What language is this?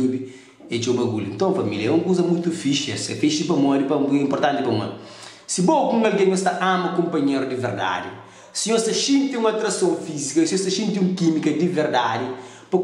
Kabuverdianu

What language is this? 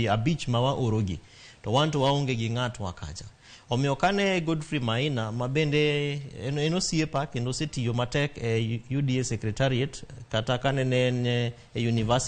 Luo (Kenya and Tanzania)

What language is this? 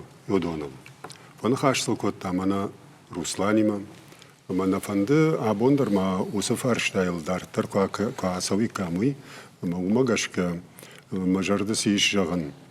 Ossetic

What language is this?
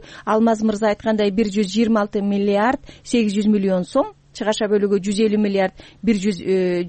Kyrgyz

